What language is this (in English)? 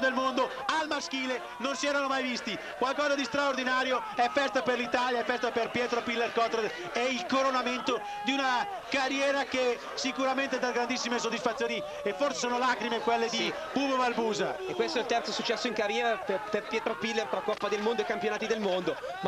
Italian